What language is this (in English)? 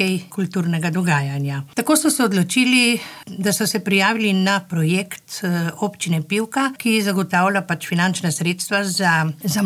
Slovenian